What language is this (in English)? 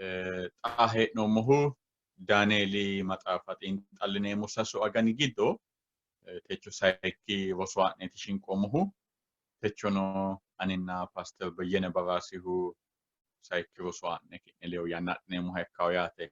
Sidamo